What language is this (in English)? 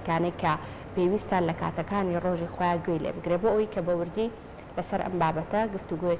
Central Kurdish